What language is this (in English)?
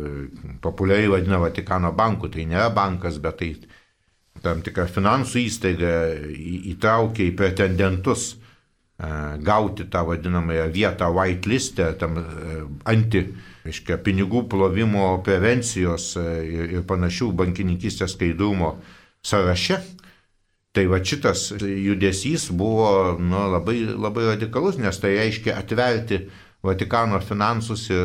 Lithuanian